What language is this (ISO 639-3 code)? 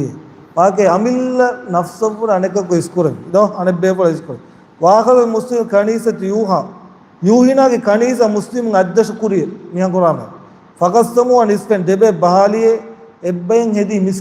div